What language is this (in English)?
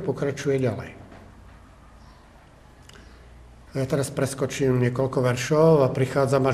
Slovak